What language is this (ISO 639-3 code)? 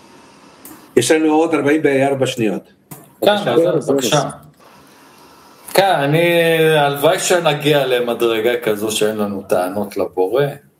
heb